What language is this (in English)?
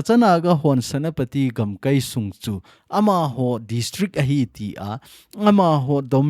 Thado Chin